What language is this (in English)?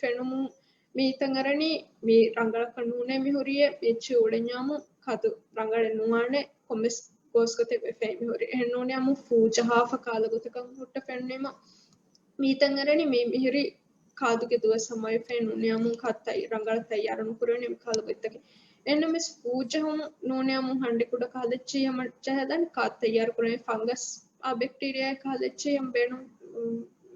Divehi